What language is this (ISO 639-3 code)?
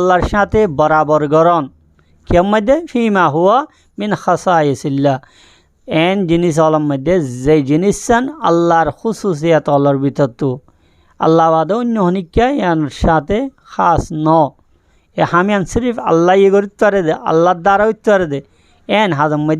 rhg